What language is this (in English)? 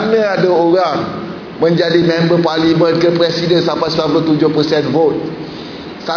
Malay